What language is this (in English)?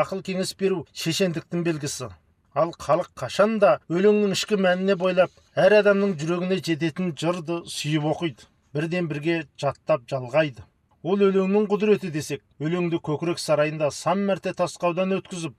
Kazakh